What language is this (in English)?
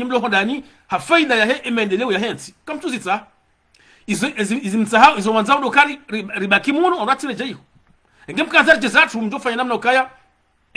Ngazidja Comorian